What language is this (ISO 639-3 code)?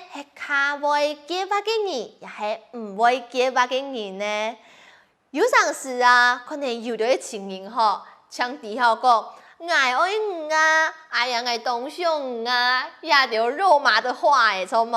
hak